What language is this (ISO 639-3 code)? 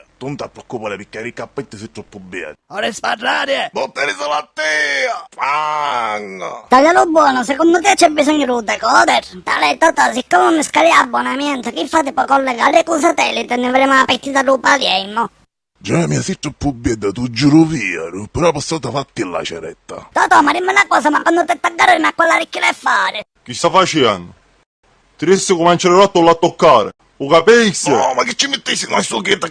scn